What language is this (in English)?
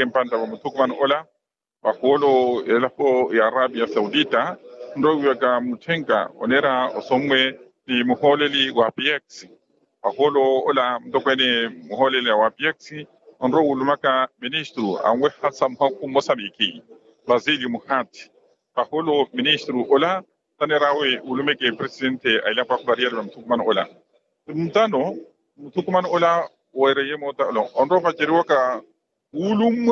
Makhuwa